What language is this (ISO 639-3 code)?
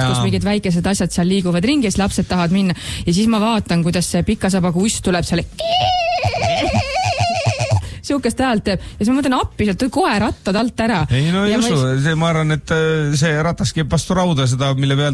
est